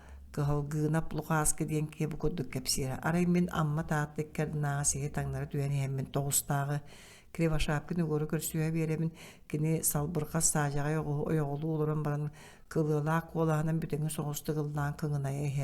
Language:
Yakut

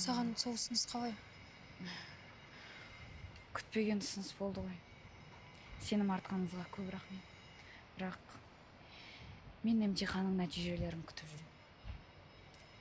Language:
Kazakh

